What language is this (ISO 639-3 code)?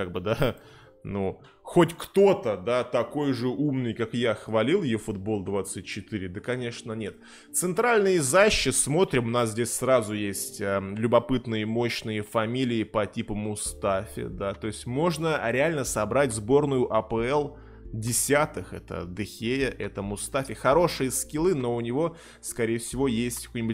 rus